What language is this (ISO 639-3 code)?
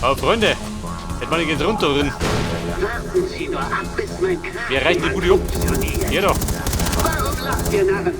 bar